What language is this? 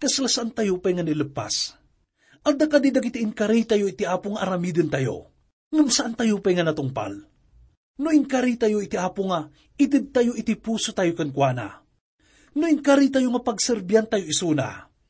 Iloko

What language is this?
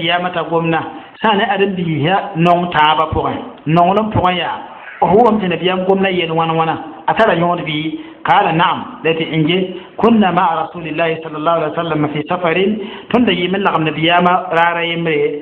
Mossi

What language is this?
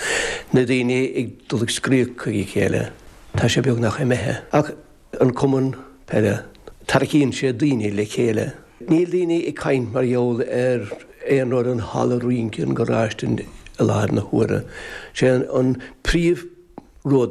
Irish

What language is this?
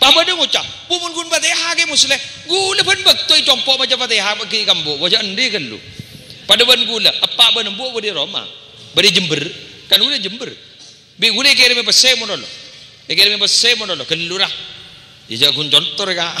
Madurese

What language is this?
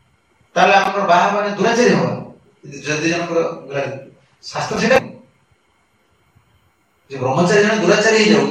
Odia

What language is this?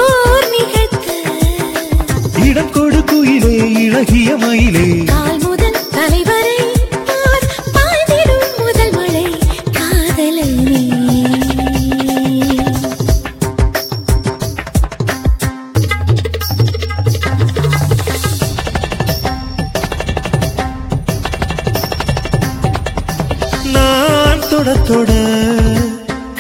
Tamil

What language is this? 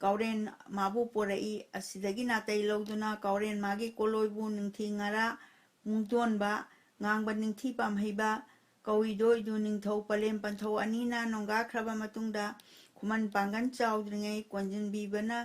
Manipuri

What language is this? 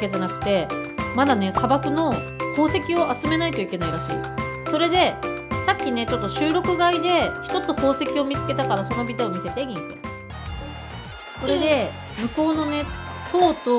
Japanese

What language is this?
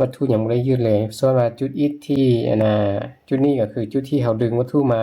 Lao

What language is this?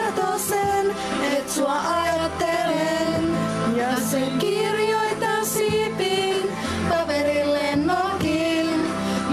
Finnish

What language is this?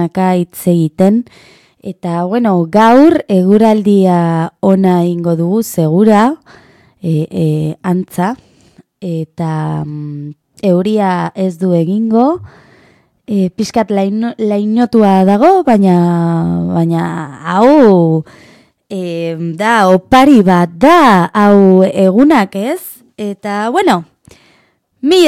Basque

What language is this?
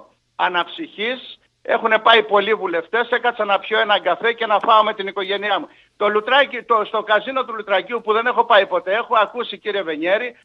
Greek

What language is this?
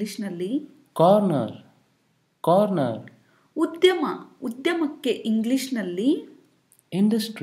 Kannada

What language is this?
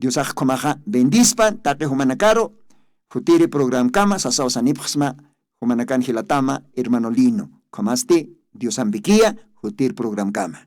Aymara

